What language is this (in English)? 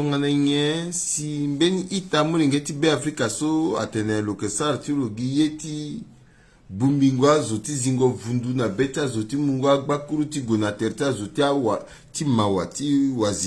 Sango